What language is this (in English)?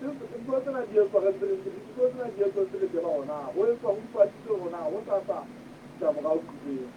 Southern Sotho